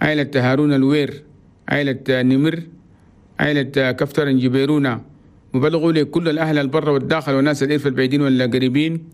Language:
Chadian Arabic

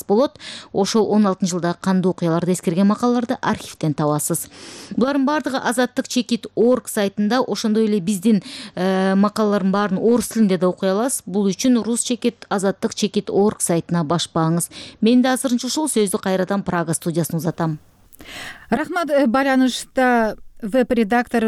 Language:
Kyrgyz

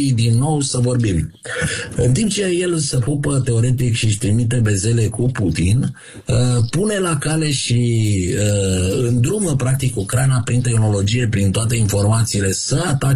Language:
Romanian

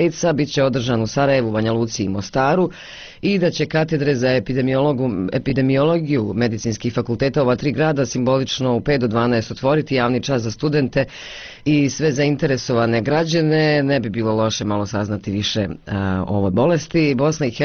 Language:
Bosnian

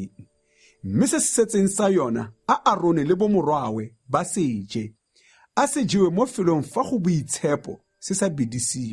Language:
Tswana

